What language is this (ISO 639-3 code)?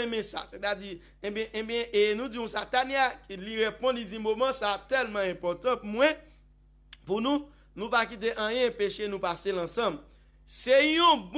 hat